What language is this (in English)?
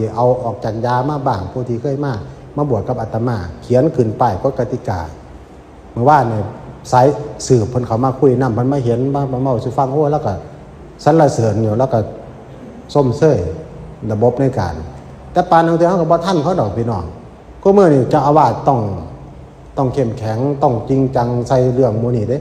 Northeastern Thai